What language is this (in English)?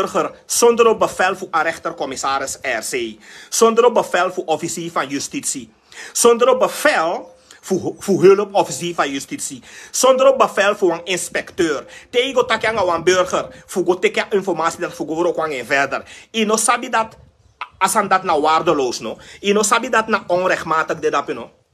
Sranan Tongo